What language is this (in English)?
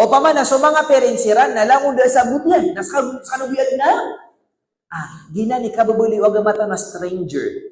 Maranao